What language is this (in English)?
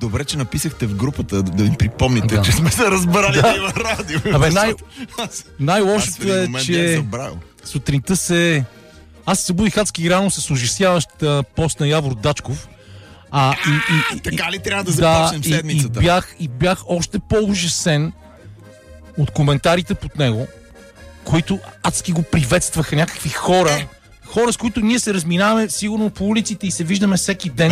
Bulgarian